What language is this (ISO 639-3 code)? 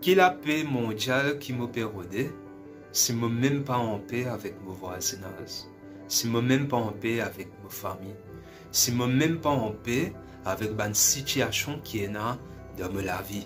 mfe